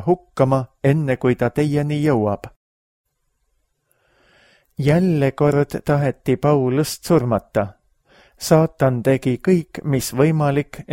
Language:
Estonian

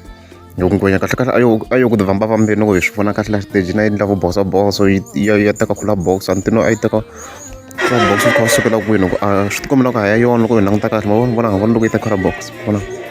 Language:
Tsonga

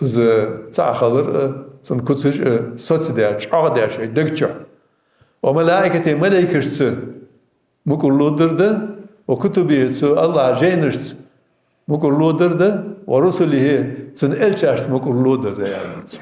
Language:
Ingush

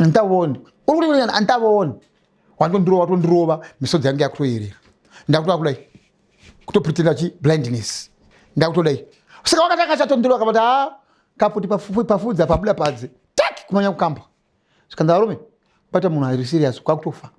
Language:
Shona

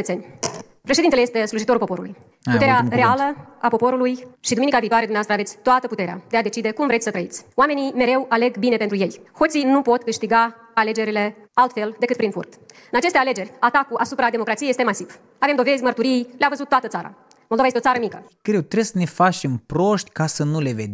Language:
Romanian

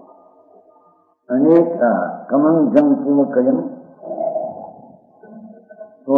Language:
Gujarati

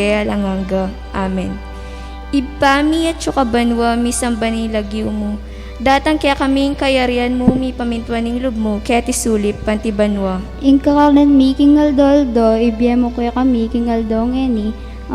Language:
Pampanga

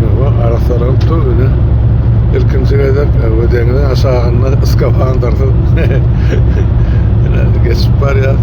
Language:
Turkmen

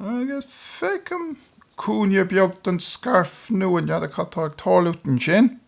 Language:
Irish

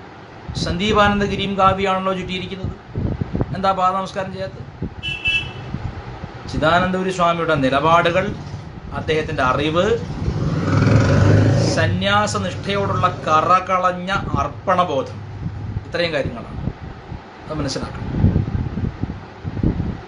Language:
Malayalam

